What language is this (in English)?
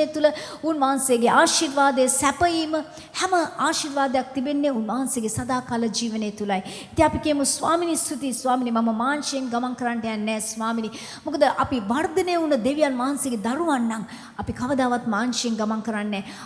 Sinhala